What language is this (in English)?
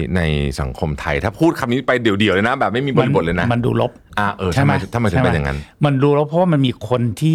Thai